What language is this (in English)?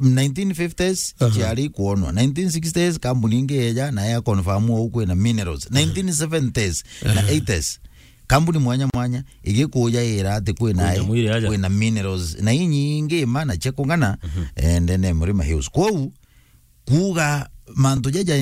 Meru